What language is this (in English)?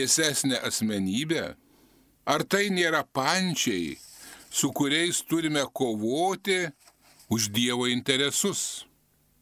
Lithuanian